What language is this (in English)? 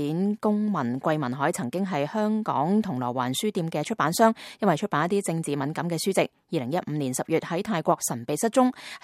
Cantonese